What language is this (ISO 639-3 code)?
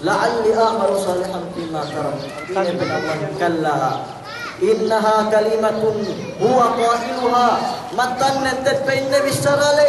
yka